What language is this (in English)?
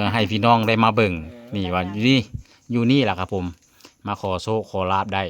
Northeastern Thai